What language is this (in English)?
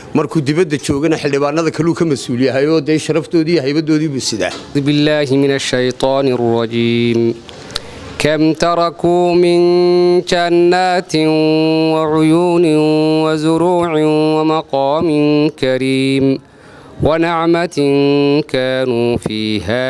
Somali